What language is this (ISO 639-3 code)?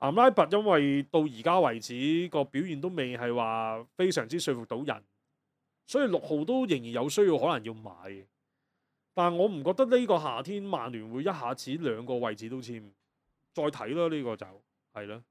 yue